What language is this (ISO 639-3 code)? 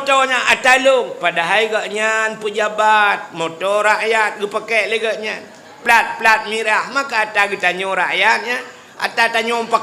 ace